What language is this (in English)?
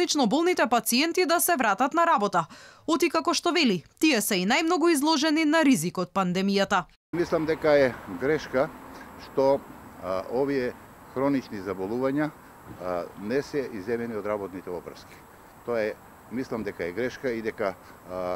Macedonian